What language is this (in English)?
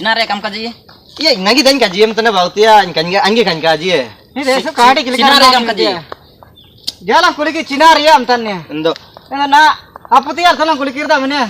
Ho